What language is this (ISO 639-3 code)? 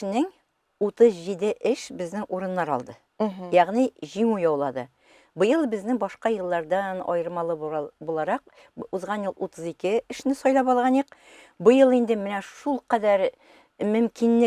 tat